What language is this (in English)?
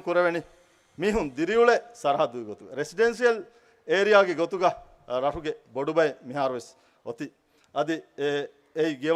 Divehi